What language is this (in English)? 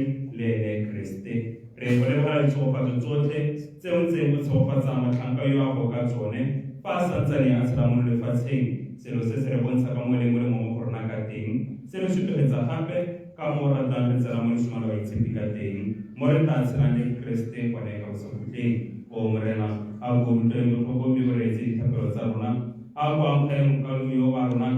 Tswana